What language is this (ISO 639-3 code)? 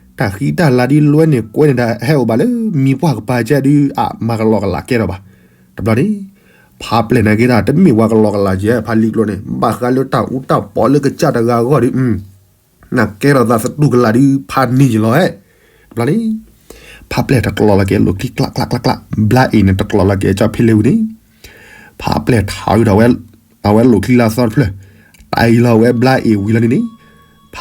ksw